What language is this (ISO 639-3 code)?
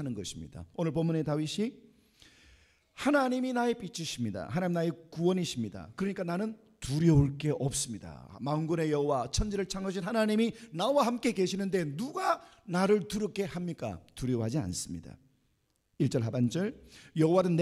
kor